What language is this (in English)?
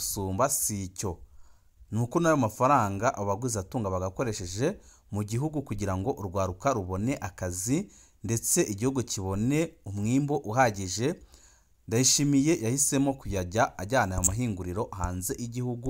Rundi